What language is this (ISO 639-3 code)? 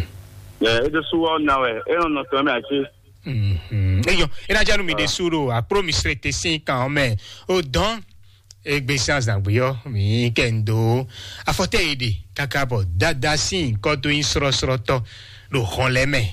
fon